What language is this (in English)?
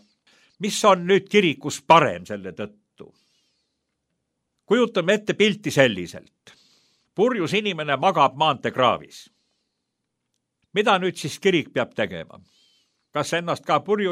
Estonian